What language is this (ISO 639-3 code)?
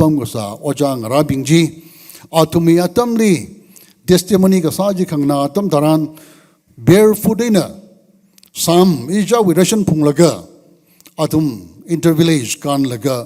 nmf